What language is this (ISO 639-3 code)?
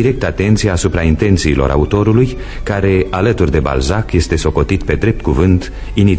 ron